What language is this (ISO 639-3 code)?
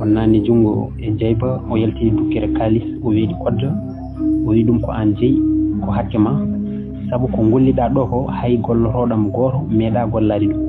ful